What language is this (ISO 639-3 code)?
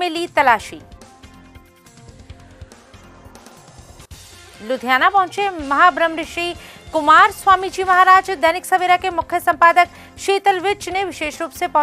hin